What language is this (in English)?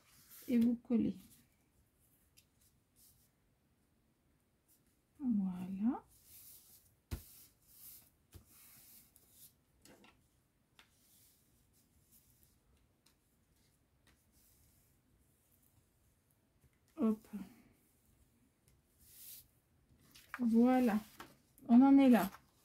French